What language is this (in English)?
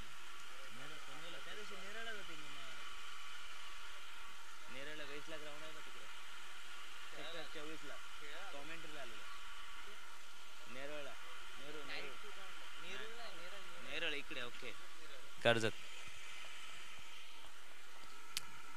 Marathi